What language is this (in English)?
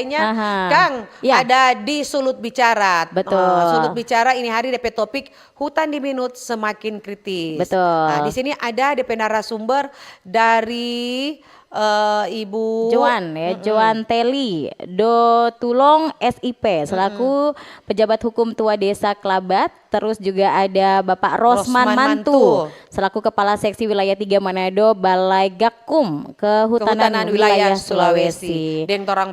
Manado Malay